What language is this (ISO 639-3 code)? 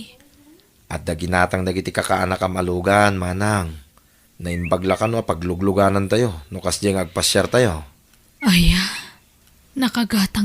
ilo